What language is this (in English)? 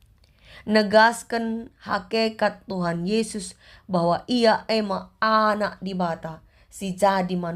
Batak Karo